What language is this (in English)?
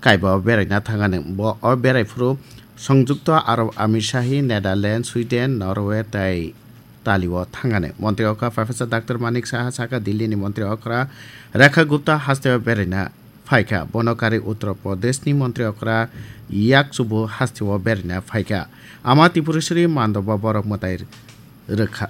Kok Borok